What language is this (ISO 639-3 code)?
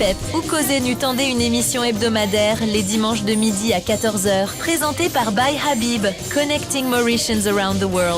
mfe